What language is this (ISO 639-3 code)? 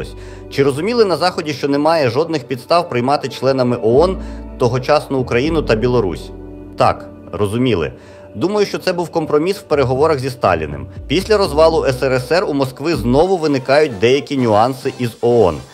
ukr